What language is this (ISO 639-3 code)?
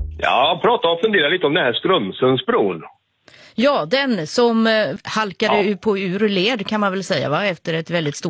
swe